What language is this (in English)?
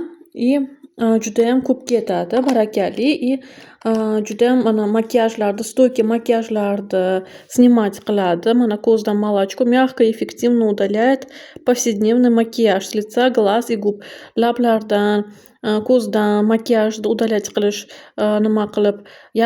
Uzbek